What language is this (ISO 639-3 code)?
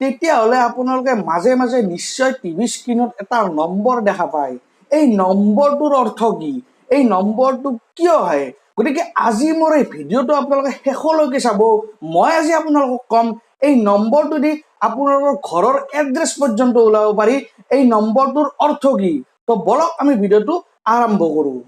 asm